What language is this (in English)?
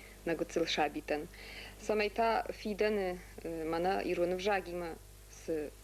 Ossetic